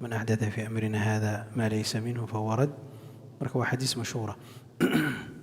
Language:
Somali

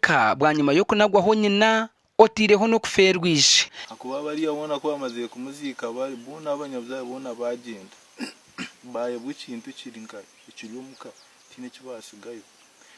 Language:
Nyankole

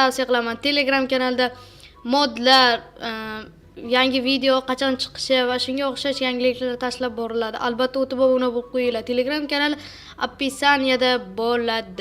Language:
Uzbek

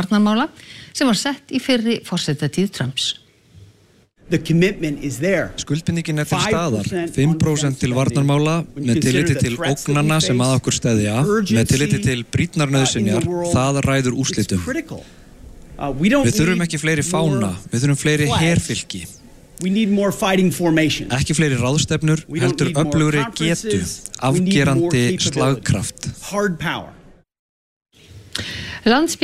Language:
Icelandic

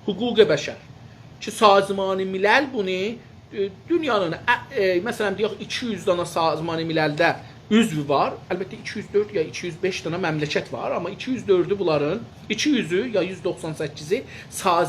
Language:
South Azerbaijani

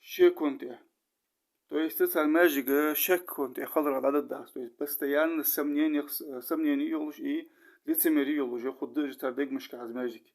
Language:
Ingush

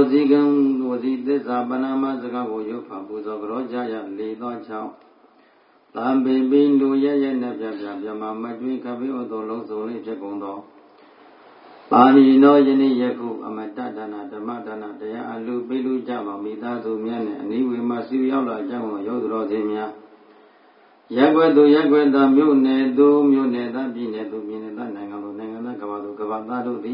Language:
Burmese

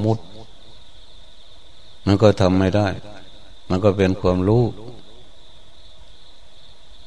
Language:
Thai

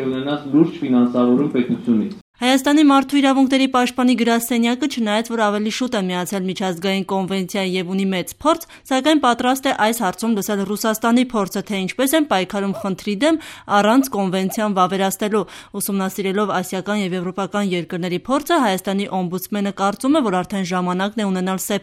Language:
Armenian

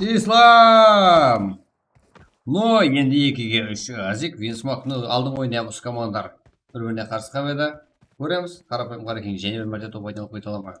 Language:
Kara-Kalpak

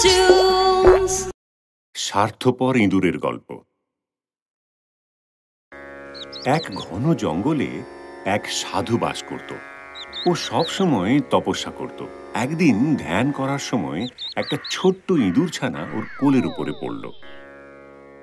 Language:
Bangla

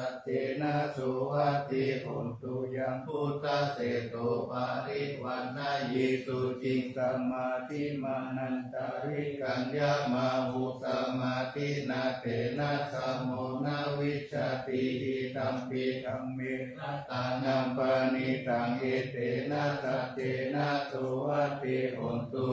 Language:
Pali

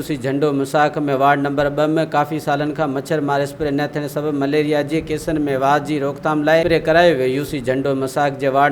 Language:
Sindhi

